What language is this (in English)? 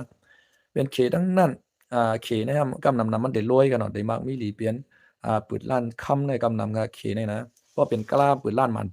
Shan